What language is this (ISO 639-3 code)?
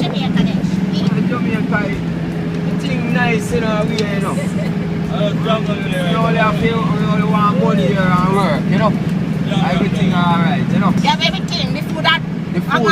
jam